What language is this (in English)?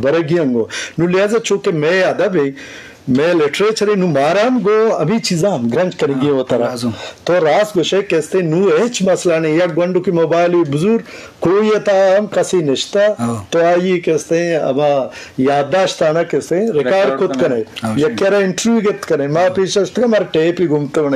Eastern Balochi